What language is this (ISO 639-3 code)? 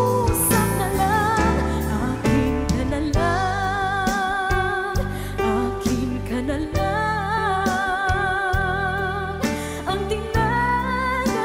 fil